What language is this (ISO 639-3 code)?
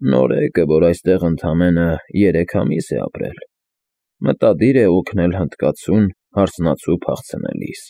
hye